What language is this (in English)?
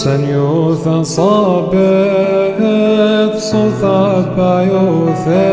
Classical Syriac